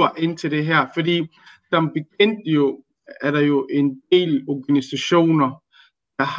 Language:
Danish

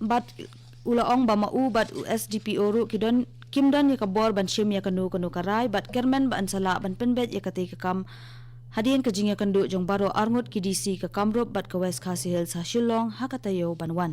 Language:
Khasi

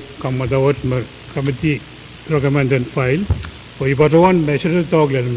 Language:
Pohnpeian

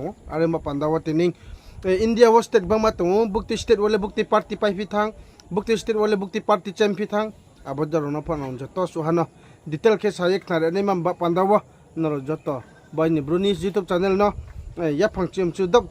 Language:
Riang (India)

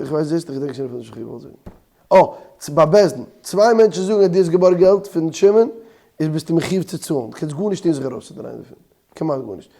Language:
Yiddish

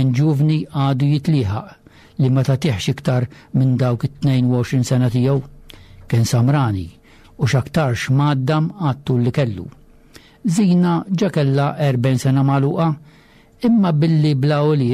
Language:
Maltese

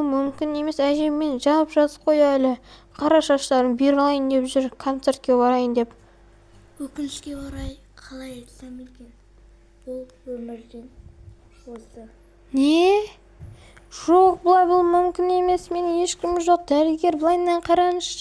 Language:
Kazakh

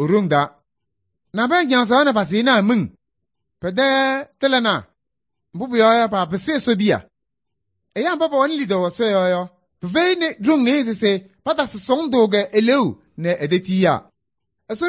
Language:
Kabiyè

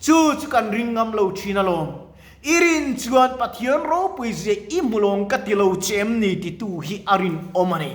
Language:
Mizo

